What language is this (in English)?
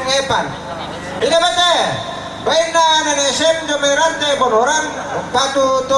Toraja-Sa'dan